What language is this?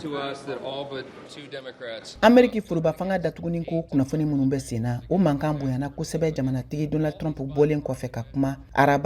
Bambara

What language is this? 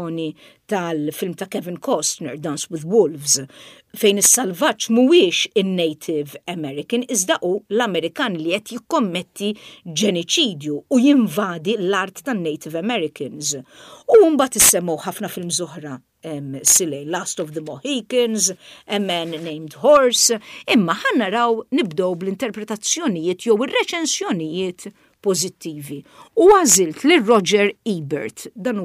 Maltese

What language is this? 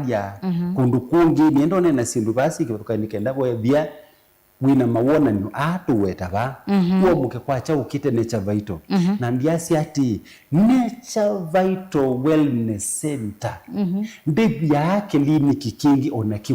Kamba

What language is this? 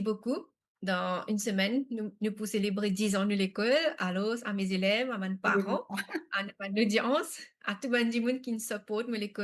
Morisyen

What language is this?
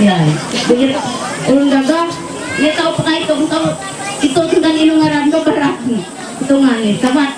Ma'anyan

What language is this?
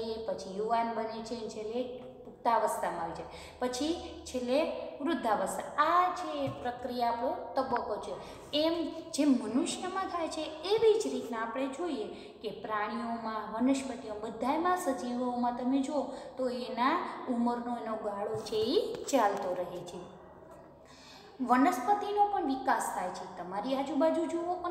Gujarati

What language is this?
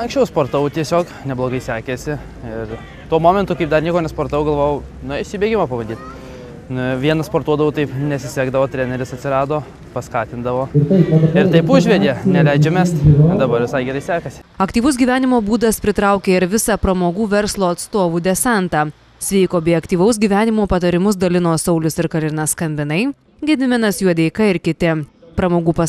Lithuanian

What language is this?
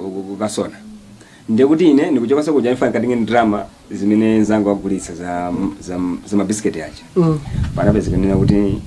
Nyanja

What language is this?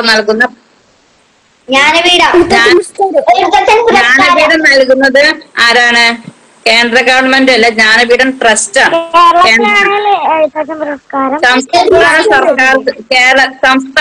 Malayalam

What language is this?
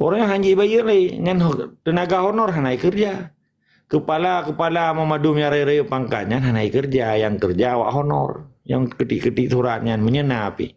Achinese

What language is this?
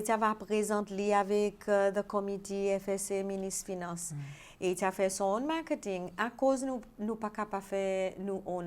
Seselwa Creole French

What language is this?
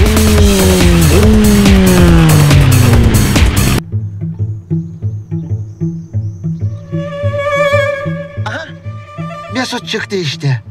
Turkish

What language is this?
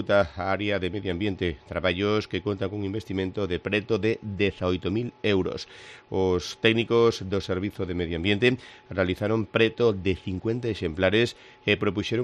Galician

